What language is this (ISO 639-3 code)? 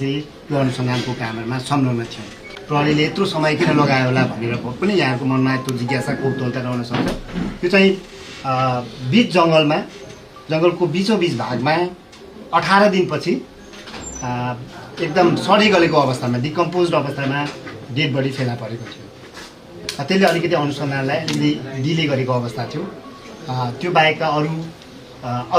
nep